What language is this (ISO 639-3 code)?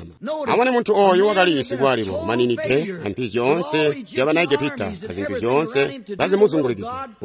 toi